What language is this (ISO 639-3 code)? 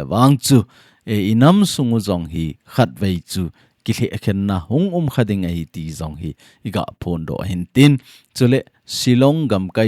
tcz